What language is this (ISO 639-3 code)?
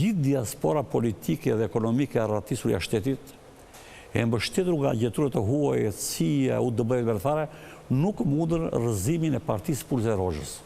sqi